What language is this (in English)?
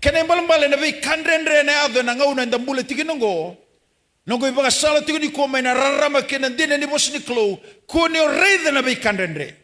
Fijian